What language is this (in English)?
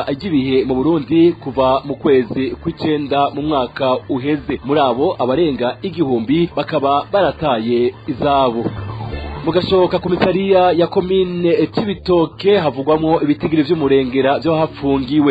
Rundi